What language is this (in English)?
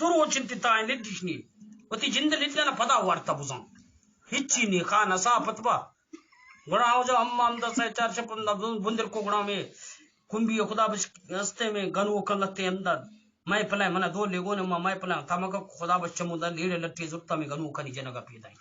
Eastern Balochi